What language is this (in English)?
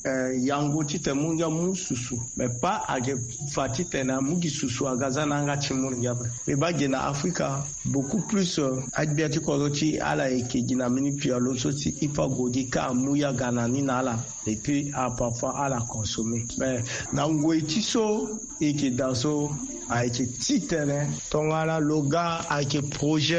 Sango